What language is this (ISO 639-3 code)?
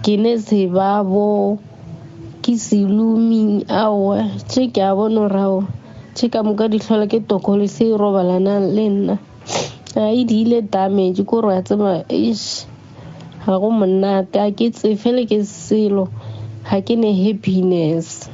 nso